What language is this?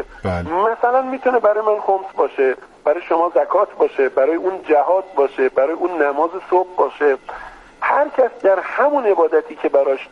Persian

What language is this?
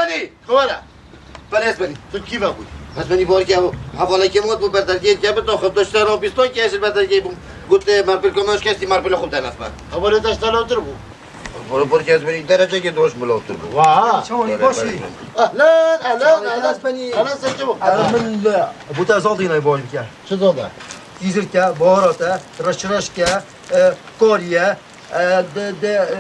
Kurdish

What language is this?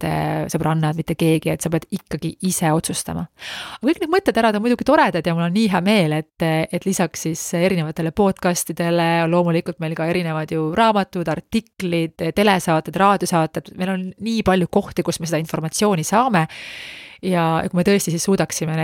Estonian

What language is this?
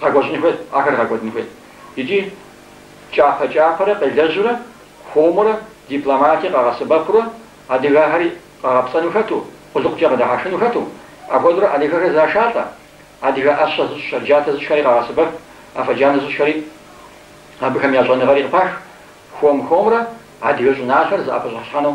Kabardian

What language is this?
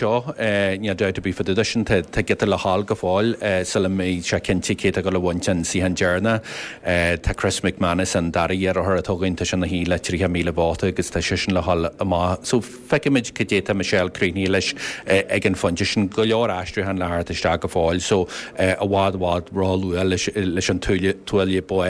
Irish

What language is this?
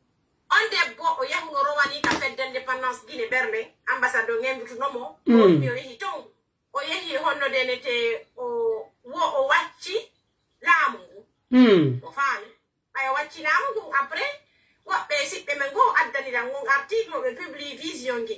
Pular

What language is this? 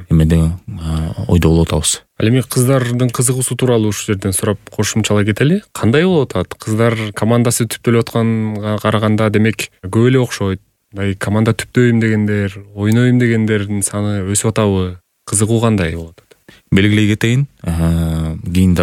Kyrgyz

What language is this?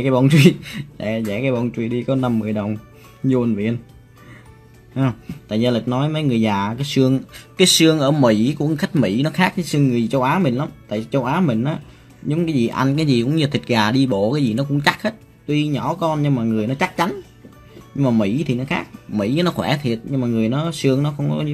Vietnamese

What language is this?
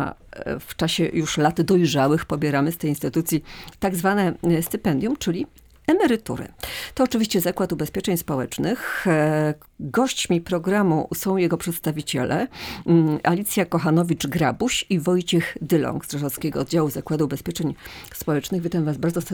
Polish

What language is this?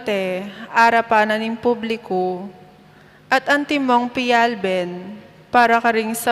Pampanga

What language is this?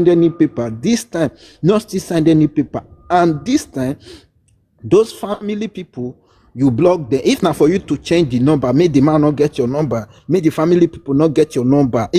Nigerian Pidgin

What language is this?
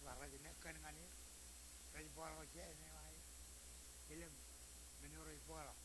Marshallese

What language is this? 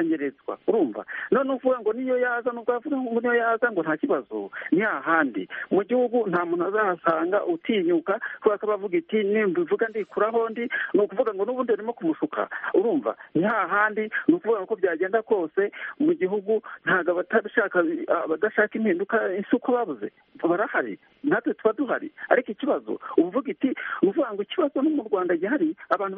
Kinyarwanda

